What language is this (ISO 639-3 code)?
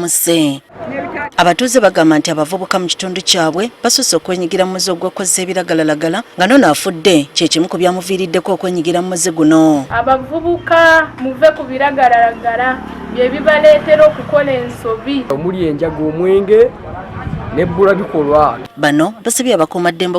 lug